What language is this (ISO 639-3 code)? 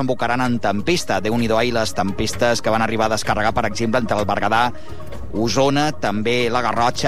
cat